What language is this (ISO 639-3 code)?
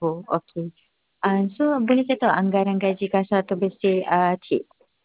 msa